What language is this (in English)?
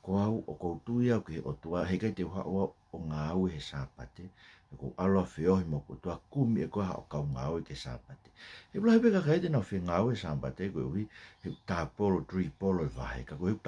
Tongan